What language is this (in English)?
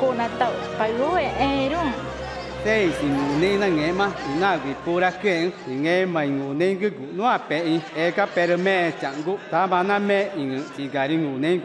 Ticuna